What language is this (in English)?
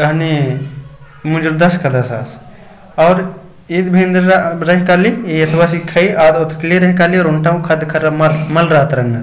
Kurukh